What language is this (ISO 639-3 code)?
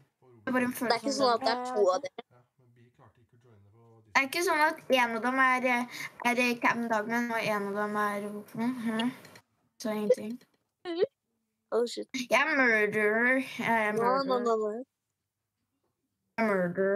nor